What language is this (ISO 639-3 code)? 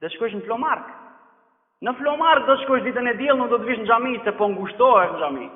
sqi